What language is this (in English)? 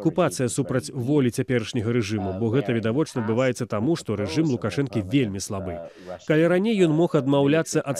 Belarusian